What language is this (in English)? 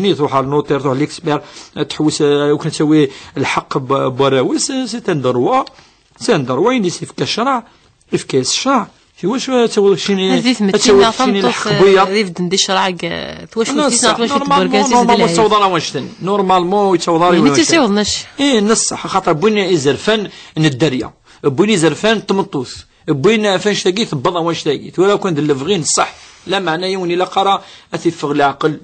Kabyle